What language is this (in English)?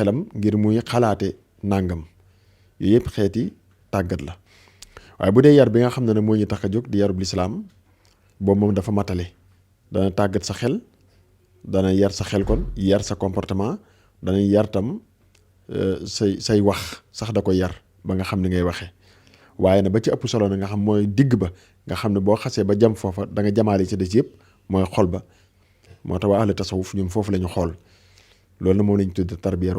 Wolof